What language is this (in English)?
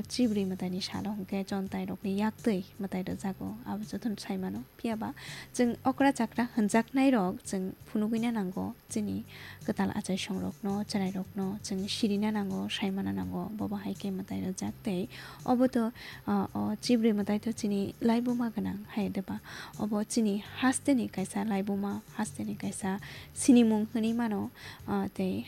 Kok Borok